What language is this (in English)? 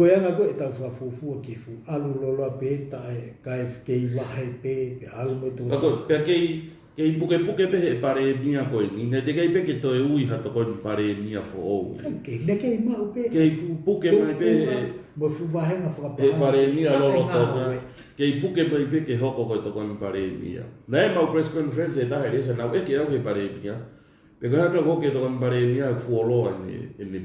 Tongan